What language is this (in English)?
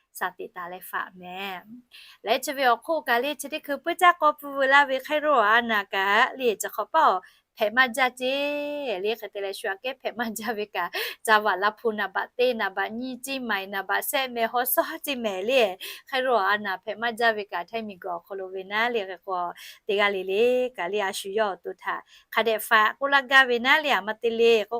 Lahu